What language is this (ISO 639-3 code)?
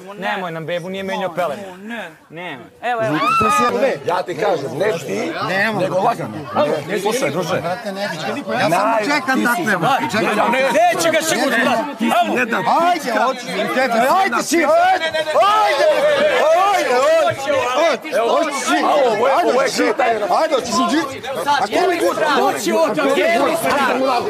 srp